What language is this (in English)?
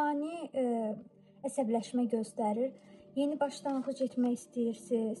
Azerbaijani